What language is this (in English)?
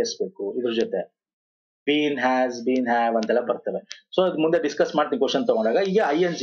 Kannada